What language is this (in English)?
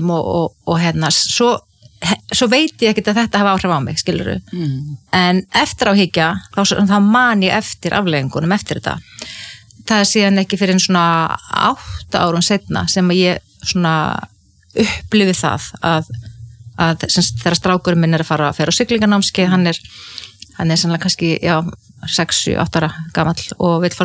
Icelandic